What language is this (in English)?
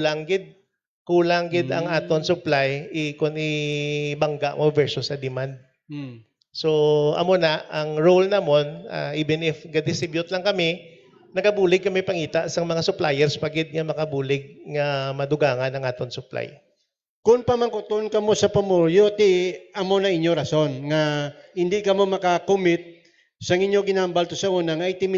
Hiligaynon